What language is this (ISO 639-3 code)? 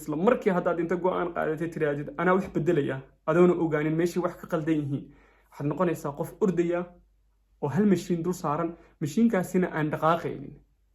som